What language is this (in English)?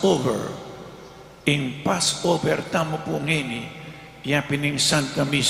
Pampanga